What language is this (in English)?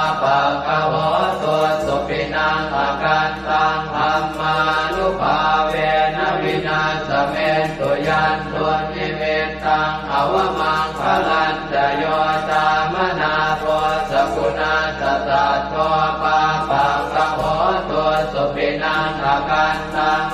Pali